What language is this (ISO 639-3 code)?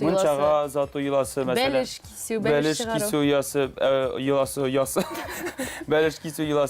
tat